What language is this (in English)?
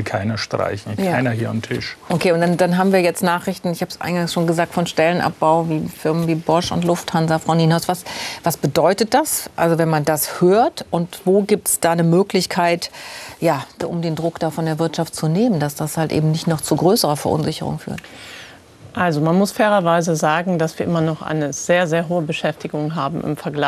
German